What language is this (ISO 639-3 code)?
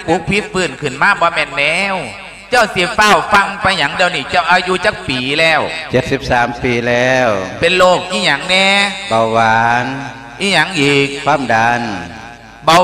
lao